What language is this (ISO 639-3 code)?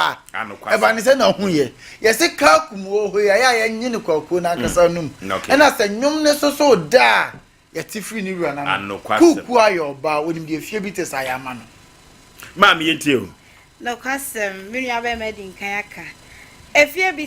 aka